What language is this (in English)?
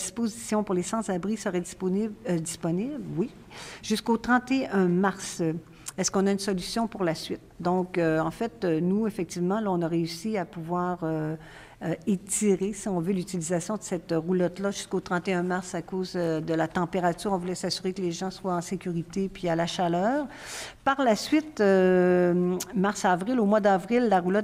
French